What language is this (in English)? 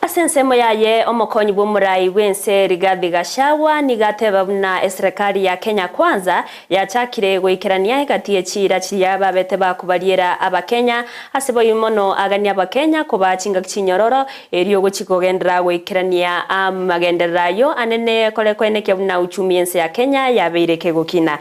Gusii